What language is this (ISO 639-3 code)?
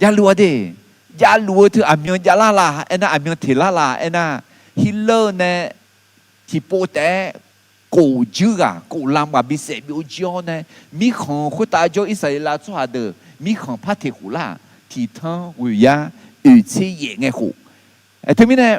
ahk